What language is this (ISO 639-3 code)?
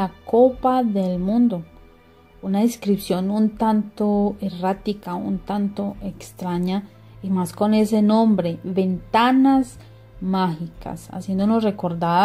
spa